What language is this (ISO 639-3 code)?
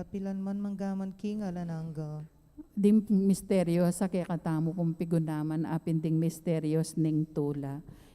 pam